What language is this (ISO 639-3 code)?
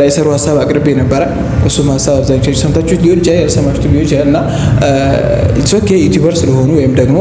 amh